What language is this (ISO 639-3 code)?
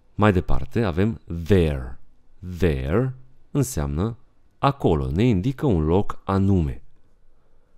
ron